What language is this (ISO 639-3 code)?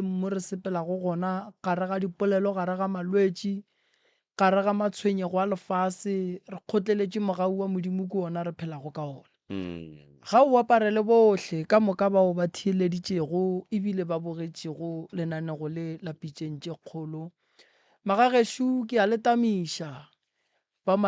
nso